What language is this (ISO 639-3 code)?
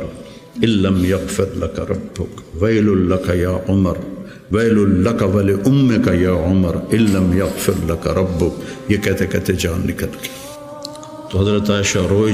urd